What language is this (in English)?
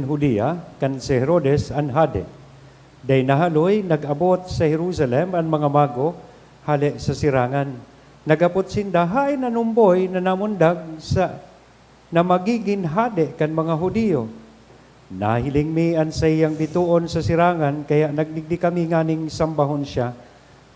Bikol